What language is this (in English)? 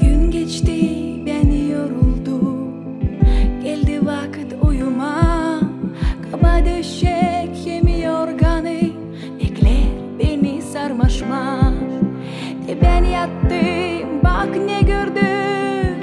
Gagauz